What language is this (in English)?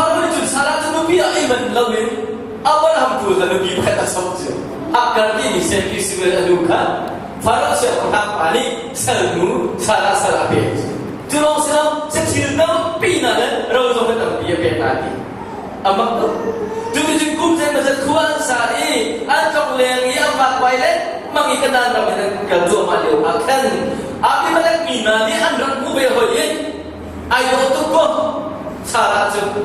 Hakha Chin